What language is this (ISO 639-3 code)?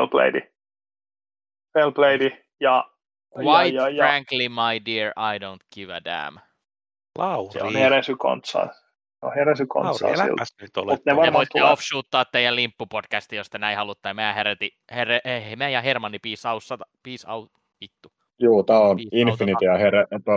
fin